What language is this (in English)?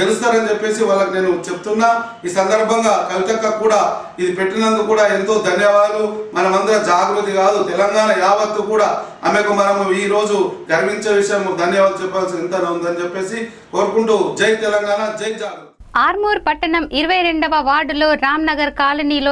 Telugu